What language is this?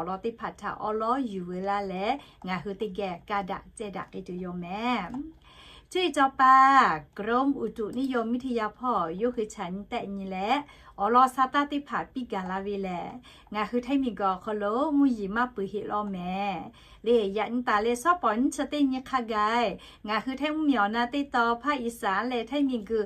Lahu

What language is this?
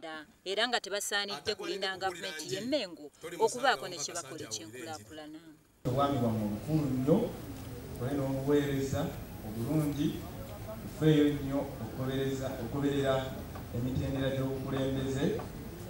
Ganda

